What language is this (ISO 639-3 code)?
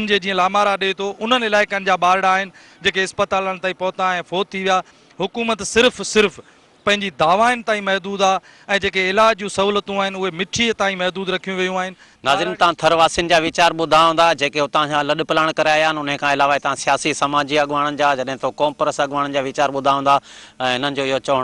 snd